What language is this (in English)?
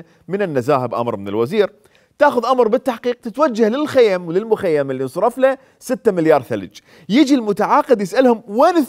Mesopotamian Arabic